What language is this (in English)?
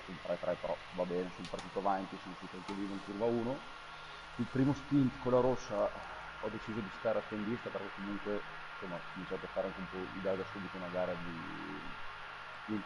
Italian